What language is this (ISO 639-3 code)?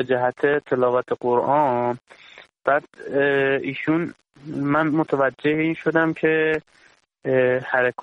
fas